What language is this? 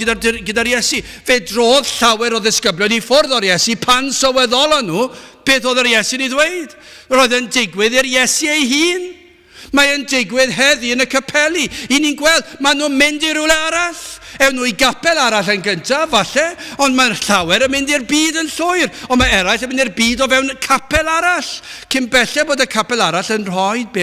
Welsh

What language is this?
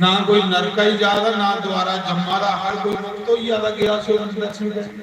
Dogri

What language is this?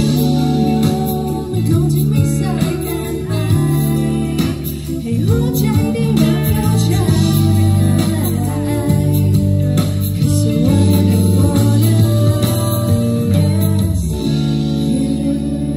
Thai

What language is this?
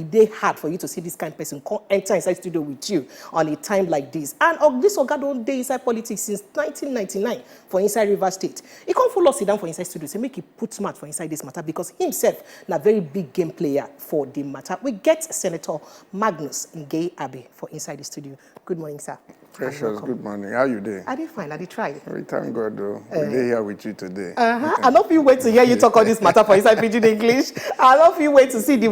Nigerian Pidgin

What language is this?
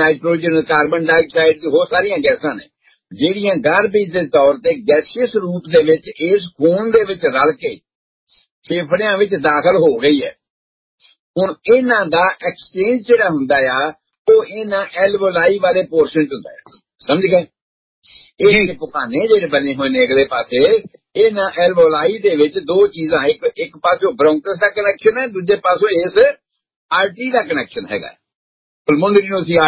Punjabi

